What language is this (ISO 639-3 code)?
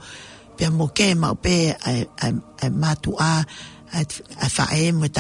ton